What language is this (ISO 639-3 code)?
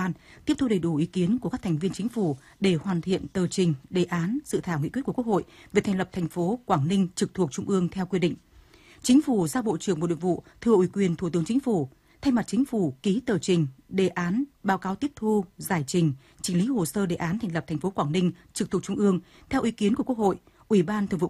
vie